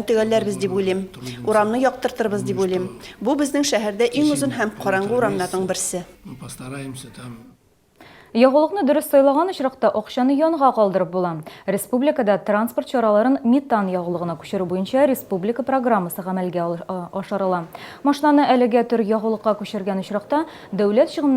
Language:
Tatar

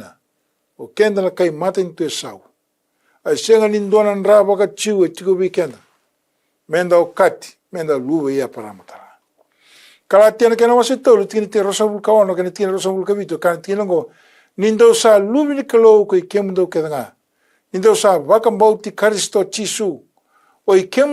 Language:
Fijian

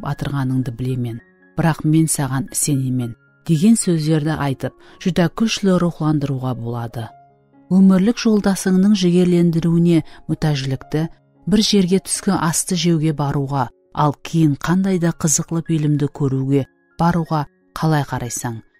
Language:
Kara-Kalpak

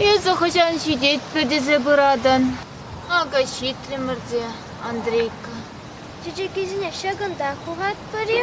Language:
Chuvash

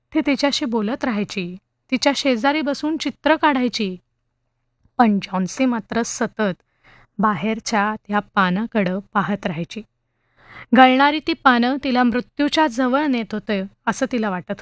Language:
Marathi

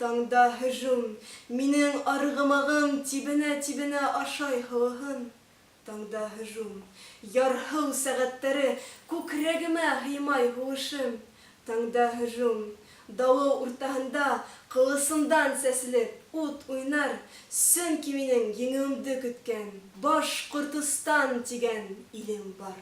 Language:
Bashkir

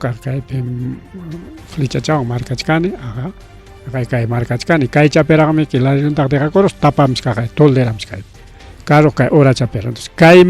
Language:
Ayacucho Quechua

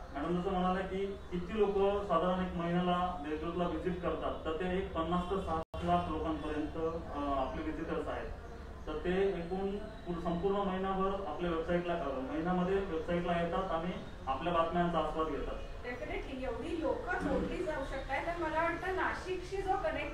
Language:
Marathi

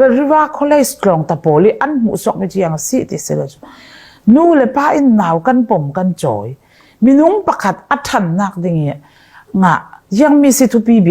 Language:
Falam Chin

